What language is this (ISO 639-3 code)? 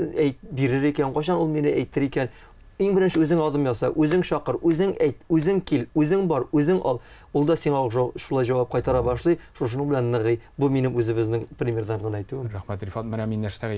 tat